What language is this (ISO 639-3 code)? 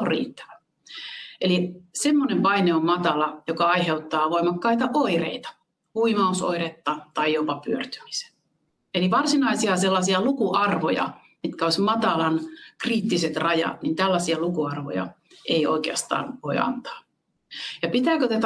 fin